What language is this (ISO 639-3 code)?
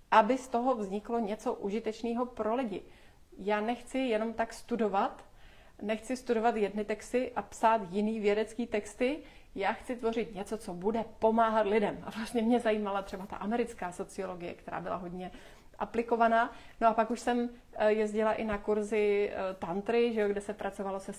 ces